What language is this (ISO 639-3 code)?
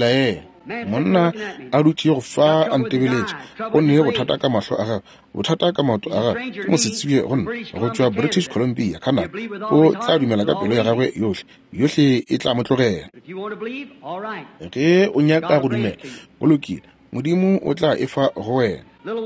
nso